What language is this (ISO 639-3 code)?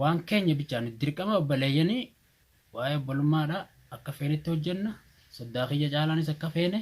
orm